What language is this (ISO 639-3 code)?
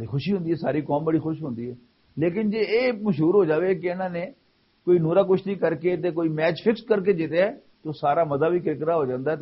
lah